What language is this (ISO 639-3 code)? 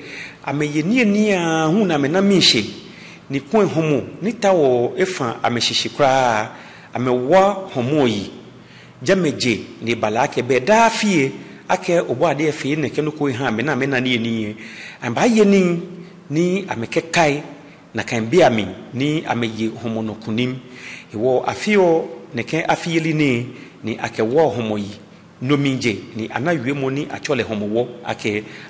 gaa